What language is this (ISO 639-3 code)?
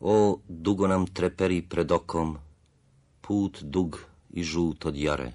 srp